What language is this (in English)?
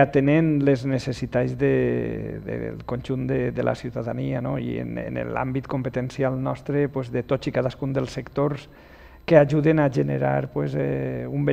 Catalan